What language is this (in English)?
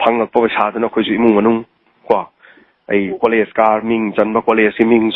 Manipuri